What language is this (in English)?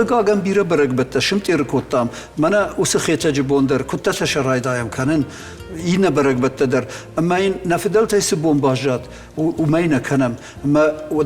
Ossetic